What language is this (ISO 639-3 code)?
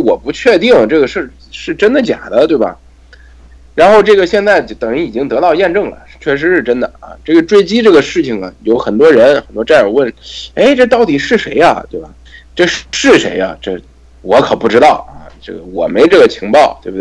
zho